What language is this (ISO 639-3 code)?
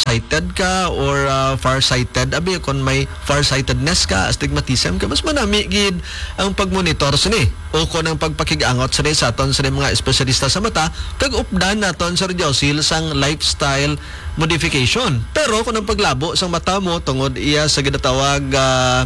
hil